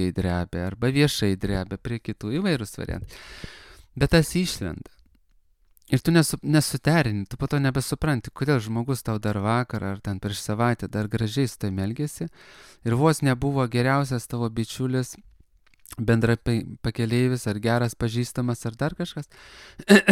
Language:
Lithuanian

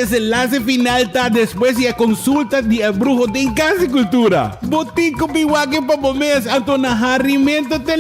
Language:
Papiamento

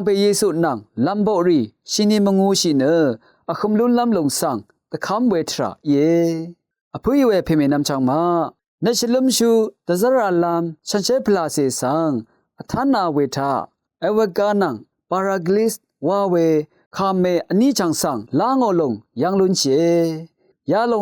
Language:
Rawang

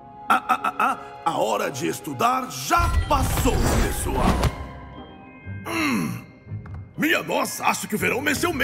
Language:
Portuguese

